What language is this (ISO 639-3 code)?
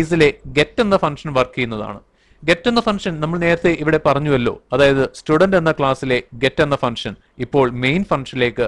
mal